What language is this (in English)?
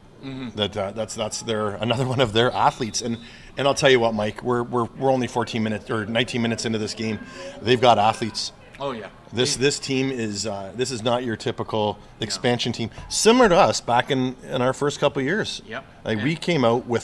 English